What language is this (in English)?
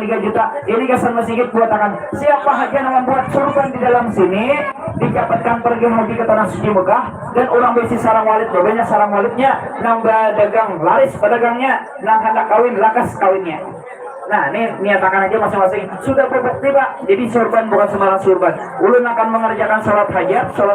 Banjar